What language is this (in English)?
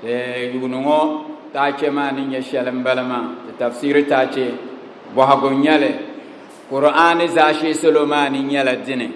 Dagbani